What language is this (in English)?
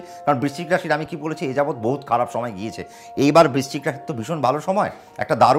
Bangla